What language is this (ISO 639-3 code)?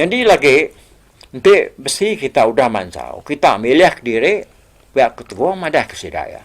iba